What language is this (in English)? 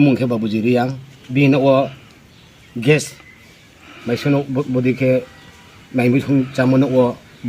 Riang (India)